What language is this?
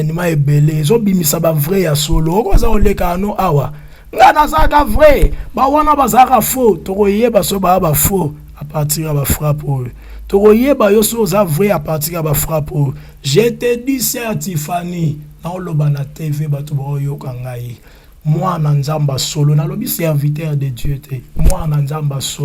Lingala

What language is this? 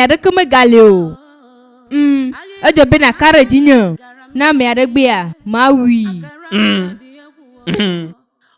Ewe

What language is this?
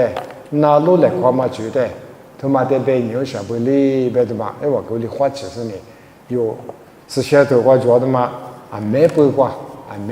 Lisu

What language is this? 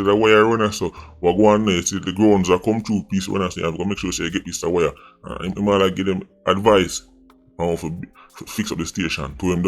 Jamaican Creole English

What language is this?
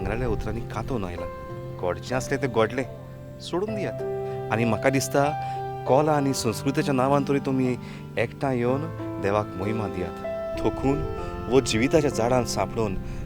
Konkani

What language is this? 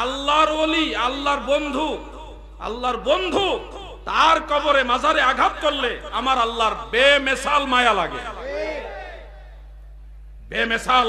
Bangla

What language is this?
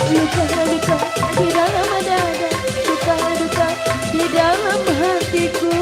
Betawi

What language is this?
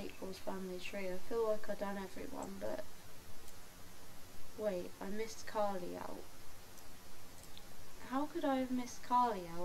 English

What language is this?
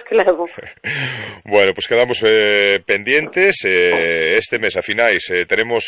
Galician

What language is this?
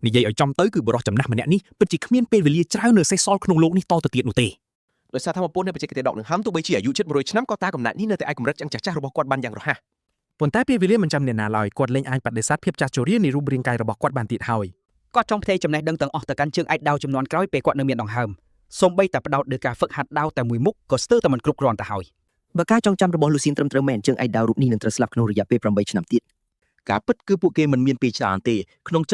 Khmer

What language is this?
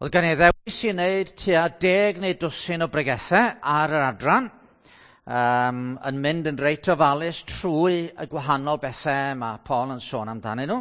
Welsh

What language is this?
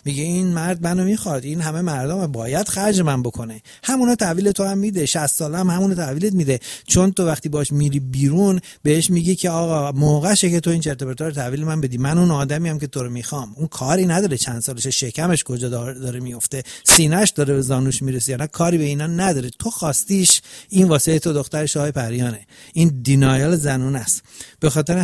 Persian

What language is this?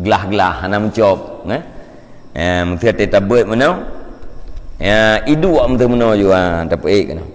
Achinese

